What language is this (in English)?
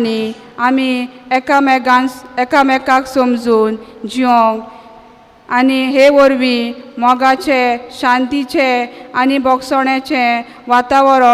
Konkani